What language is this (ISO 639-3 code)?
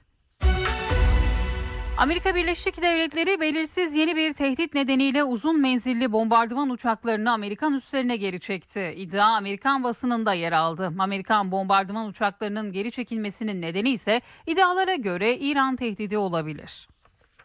tur